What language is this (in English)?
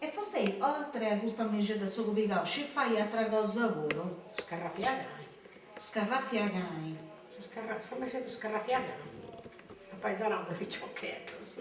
Sardinian